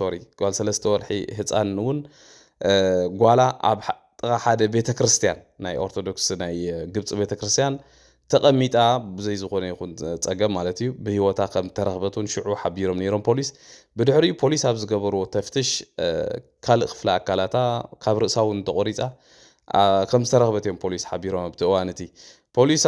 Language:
Tigrinya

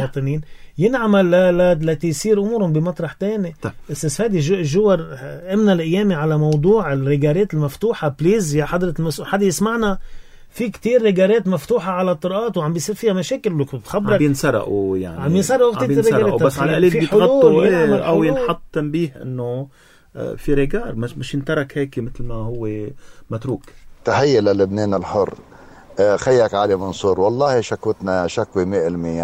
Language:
North Levantine Arabic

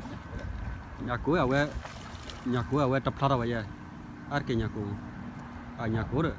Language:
S'gaw Karen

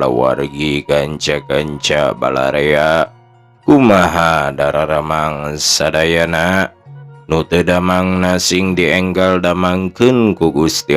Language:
Sundanese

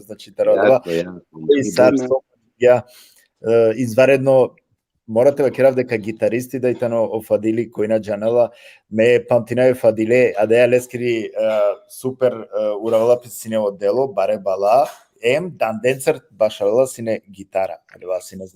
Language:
Balkan Romani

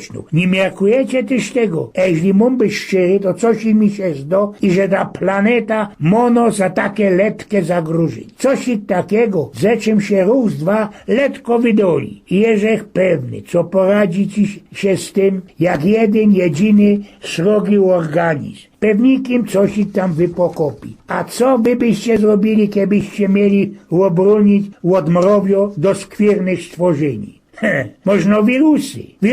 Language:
Silesian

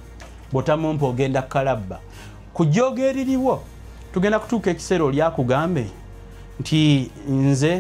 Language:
Ganda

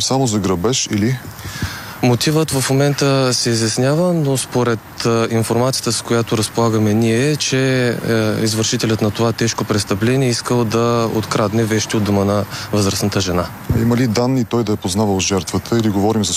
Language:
Bulgarian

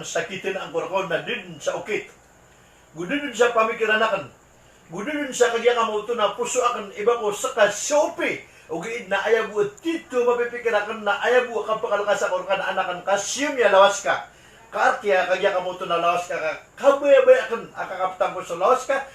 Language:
Maranao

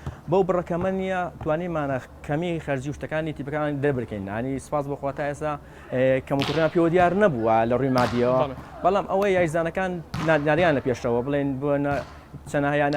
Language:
Central Kurdish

